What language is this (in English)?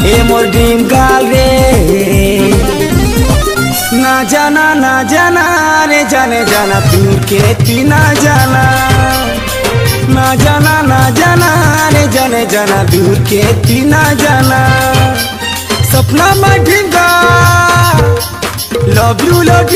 Sambalpuri